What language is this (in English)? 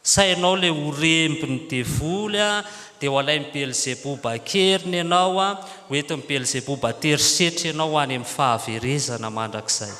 Malagasy